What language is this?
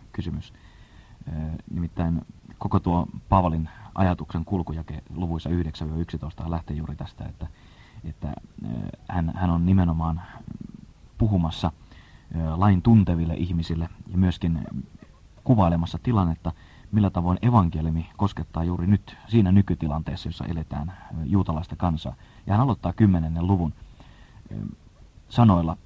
Finnish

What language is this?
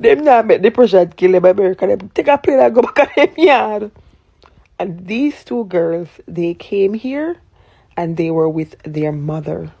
Jamaican Creole English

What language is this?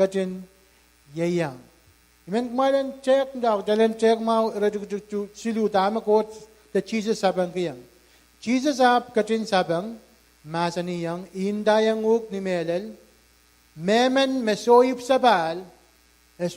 Pohnpeian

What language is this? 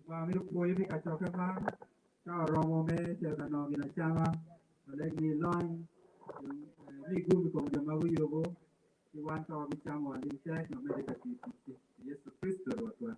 Acoli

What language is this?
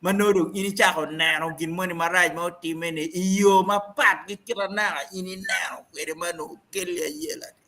Acoli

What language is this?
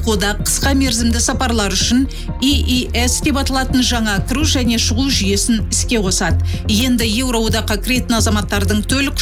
Kazakh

